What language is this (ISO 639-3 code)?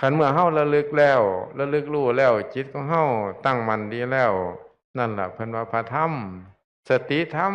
tts